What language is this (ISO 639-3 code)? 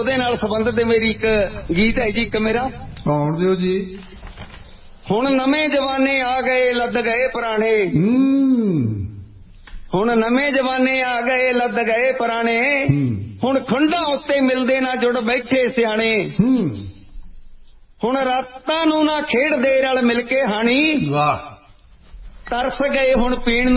pan